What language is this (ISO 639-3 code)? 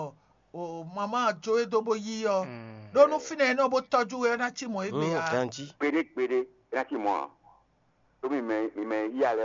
fon